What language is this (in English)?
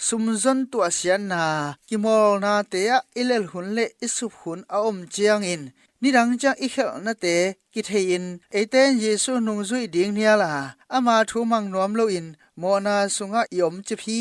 Tedim Chin